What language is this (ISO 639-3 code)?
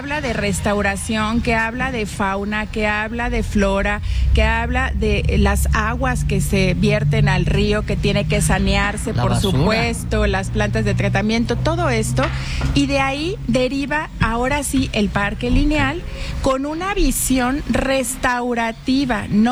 spa